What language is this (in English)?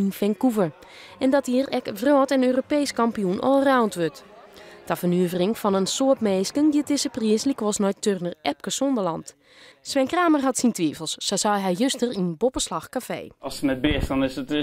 Western Frisian